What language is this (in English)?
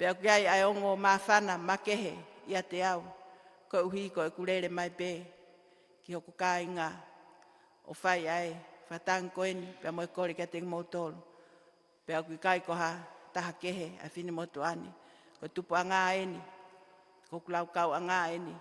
Tongan